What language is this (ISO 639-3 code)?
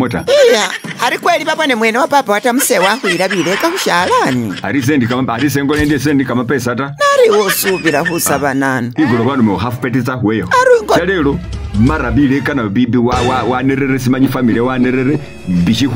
myx